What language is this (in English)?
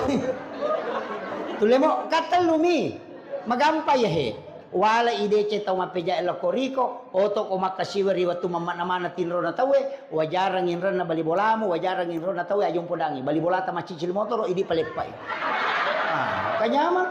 Buginese